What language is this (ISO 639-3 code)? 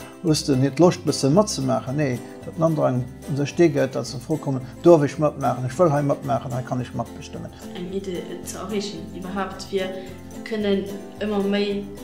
ltz